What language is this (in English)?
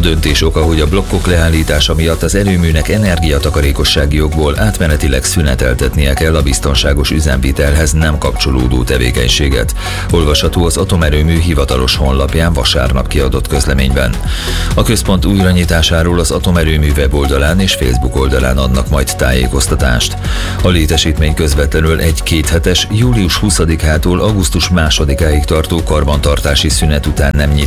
Hungarian